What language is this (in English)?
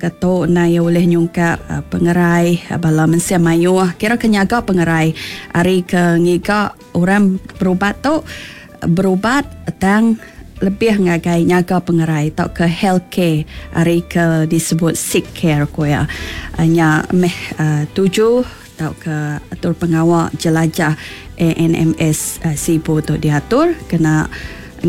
Iban